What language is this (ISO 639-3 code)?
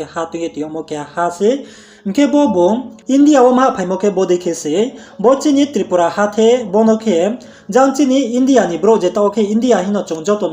ria